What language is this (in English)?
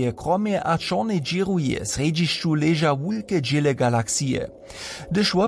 Upper Sorbian